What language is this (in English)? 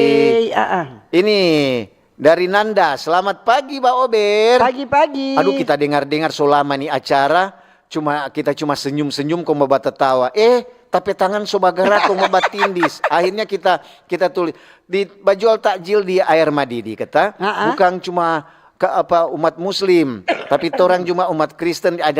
Manado Malay